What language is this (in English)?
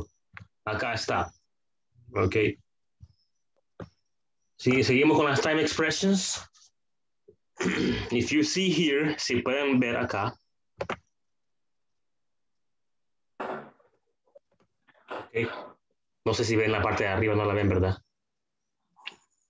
Spanish